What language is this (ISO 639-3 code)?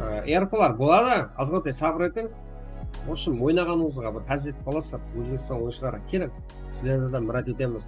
kaa